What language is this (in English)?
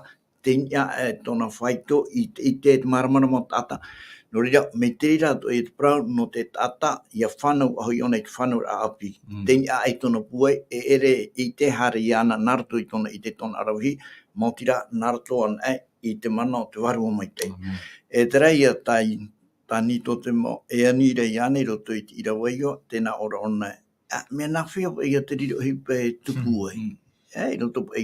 Tahitian